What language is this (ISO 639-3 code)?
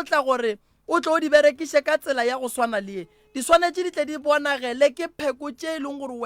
nso